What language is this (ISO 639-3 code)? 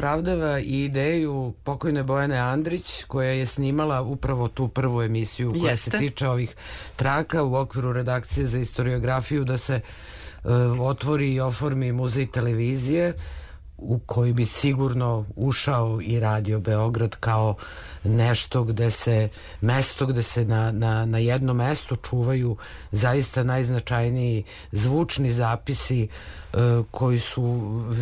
srp